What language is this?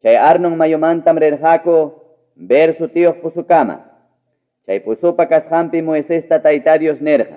Ayacucho Quechua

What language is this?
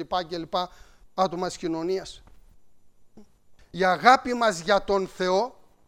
Greek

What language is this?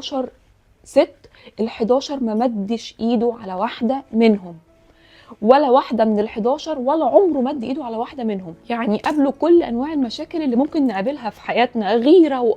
Egyptian Arabic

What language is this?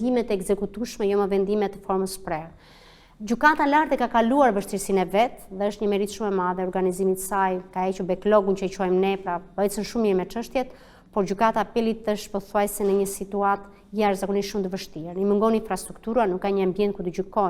Albanian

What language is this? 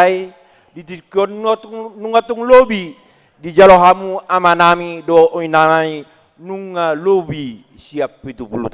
Batak Toba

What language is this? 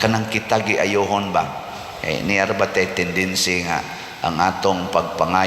Cebuano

